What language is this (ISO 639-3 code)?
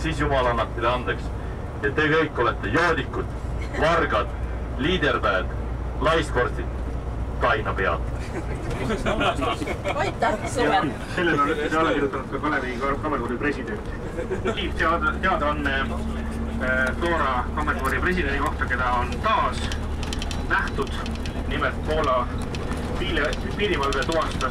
est